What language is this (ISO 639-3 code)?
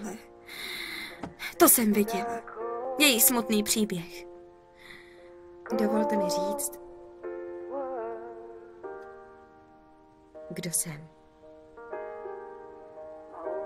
ces